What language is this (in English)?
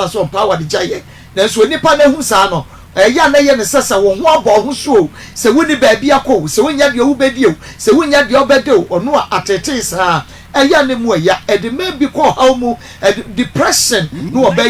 Akan